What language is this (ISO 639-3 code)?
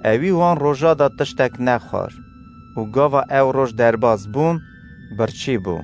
kur